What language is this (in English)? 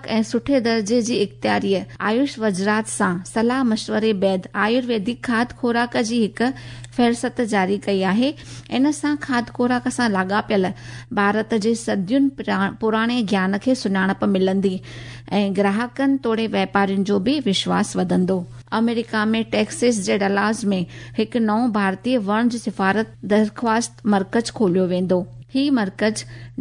Sindhi